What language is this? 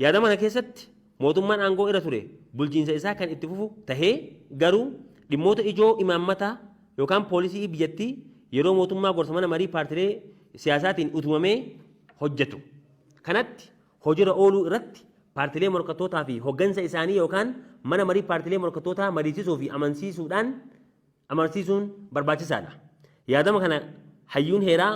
Oromo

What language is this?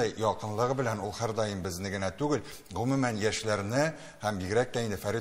Tatar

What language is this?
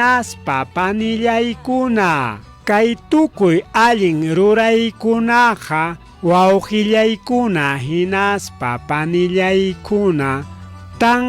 Ayacucho Quechua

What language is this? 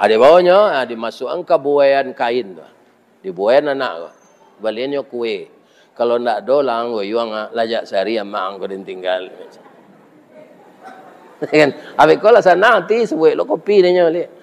Minangkabau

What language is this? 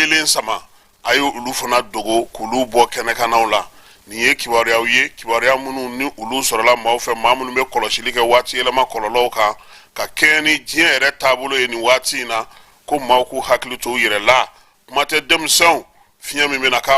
Bambara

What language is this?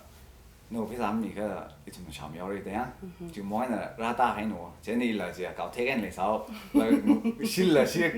Tangkhul Naga (India)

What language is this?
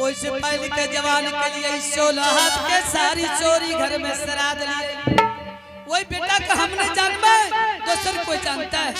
Angika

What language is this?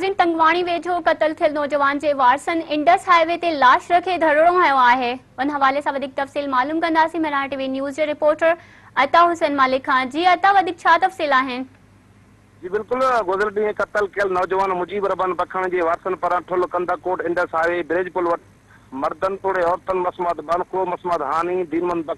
Sindhi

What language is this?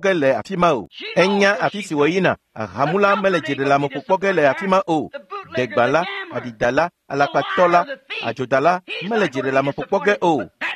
Ewe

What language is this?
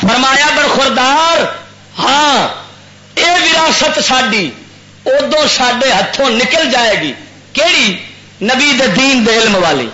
Western Panjabi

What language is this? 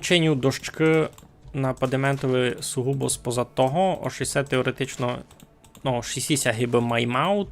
Rusyn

